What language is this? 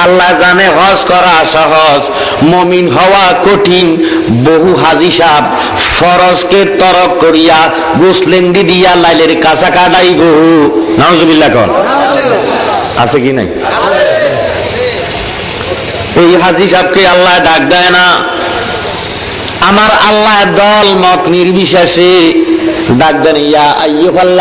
Bangla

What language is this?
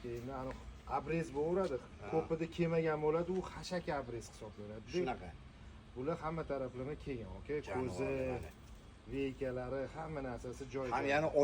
Uzbek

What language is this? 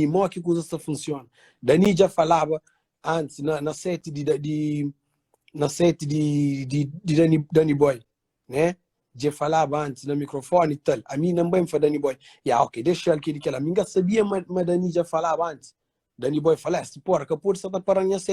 Kabuverdianu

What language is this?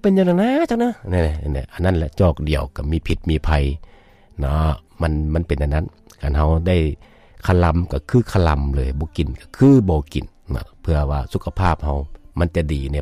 Lao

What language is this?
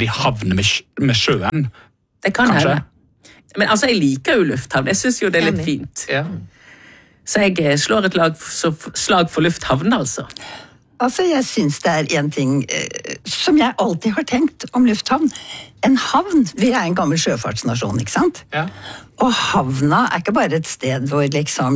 Norwegian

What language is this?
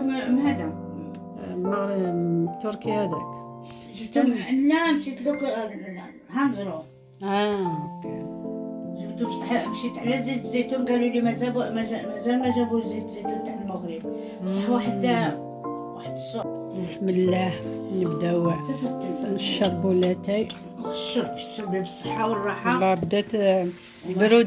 Algerian Arabic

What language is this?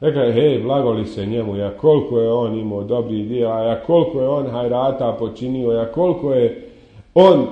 Bosnian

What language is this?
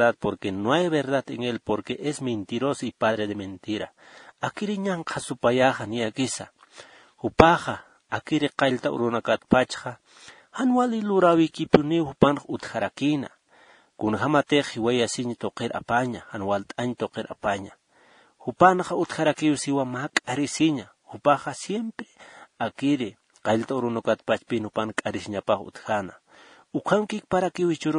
Aymara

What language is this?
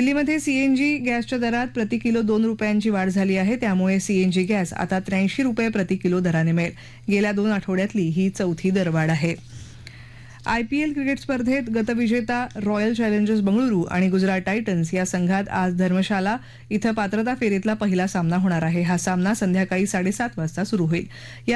Marathi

